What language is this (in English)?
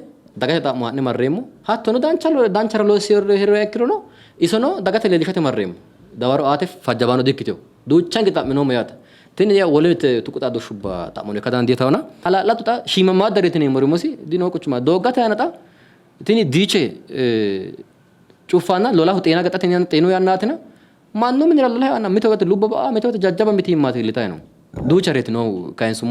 Sidamo